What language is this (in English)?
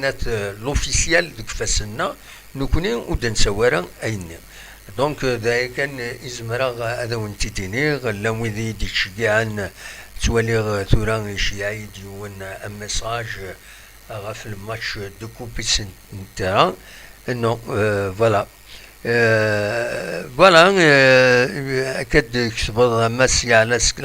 Kabyle